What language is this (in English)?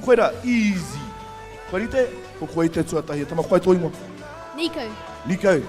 Māori